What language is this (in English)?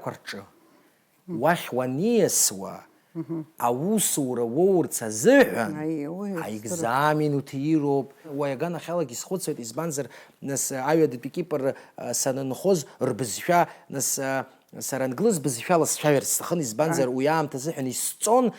Abkhazian